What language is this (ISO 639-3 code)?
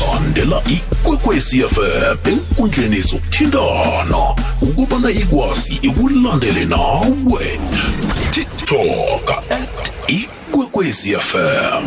nbl